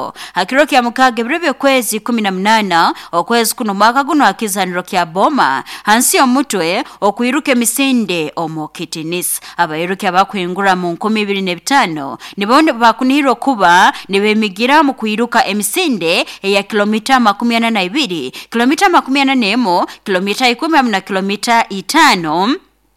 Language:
Nyoro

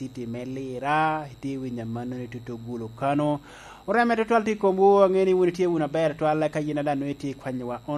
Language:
Lango (Uganda)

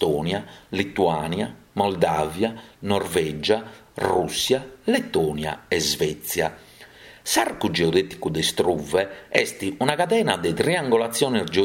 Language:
Sardinian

